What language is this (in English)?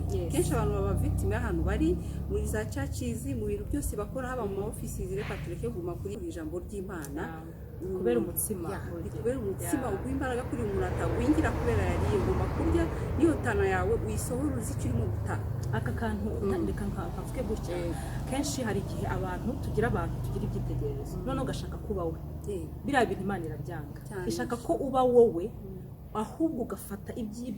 Kinyarwanda